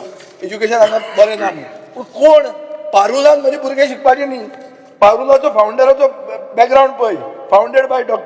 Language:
Konkani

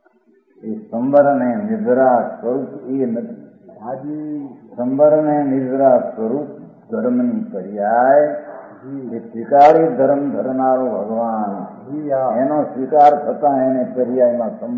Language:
Gujarati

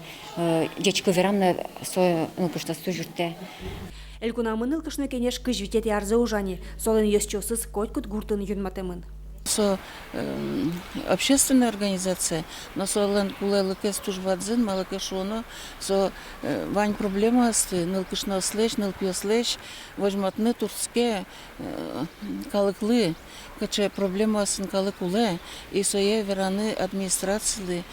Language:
Udmurt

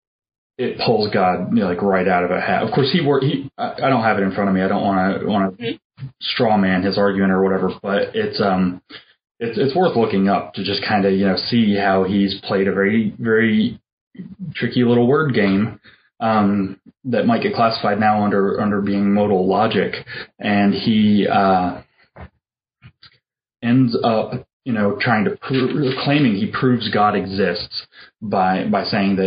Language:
English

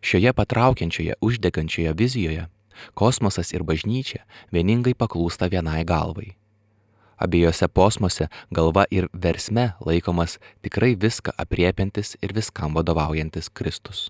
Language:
Lithuanian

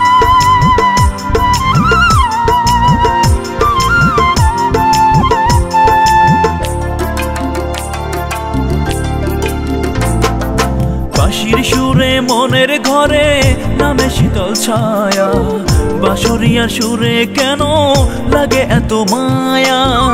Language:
Bangla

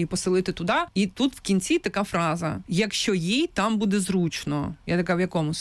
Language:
Ukrainian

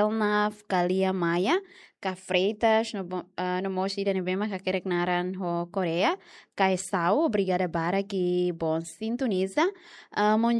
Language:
Tetum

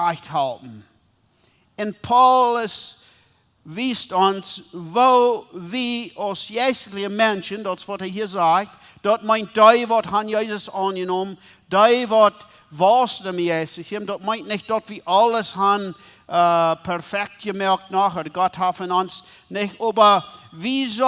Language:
Plautdietsch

